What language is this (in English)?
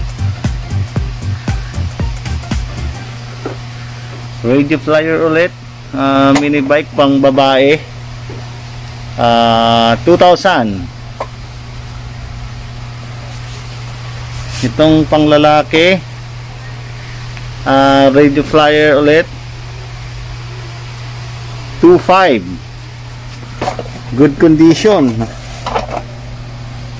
Filipino